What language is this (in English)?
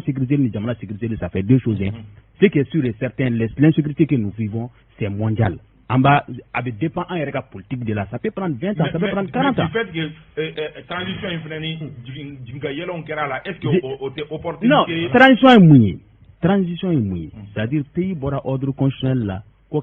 Bambara